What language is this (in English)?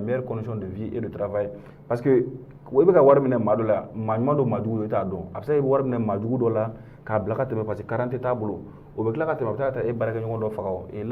Bambara